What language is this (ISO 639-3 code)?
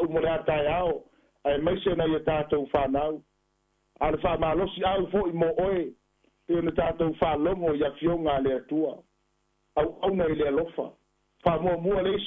smo